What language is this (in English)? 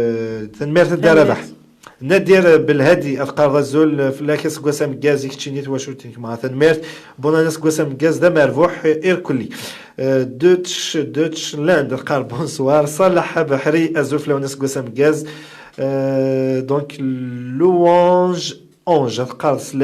Kabyle